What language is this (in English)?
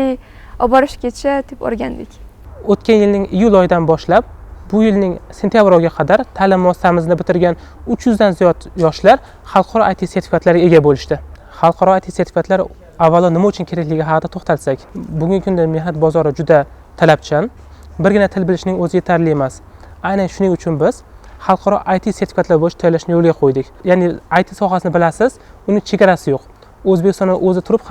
Uzbek